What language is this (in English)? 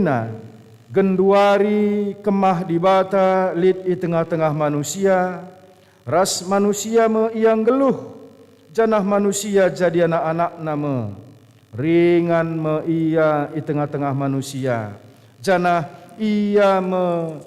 Batak Karo